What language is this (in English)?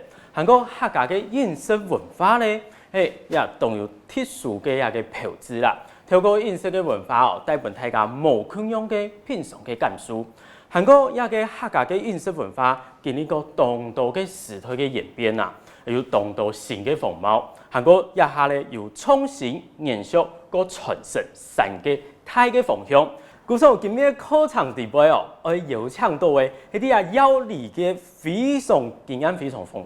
Hakka Chinese